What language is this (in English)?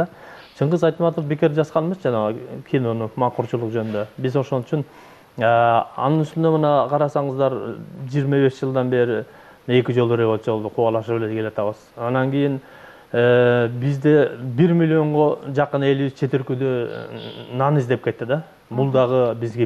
Kyrgyz